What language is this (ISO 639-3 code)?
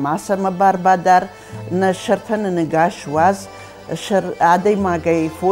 oss